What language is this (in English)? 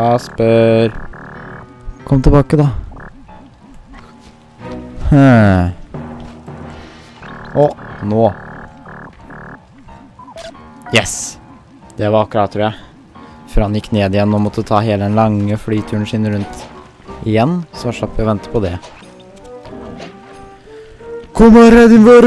Norwegian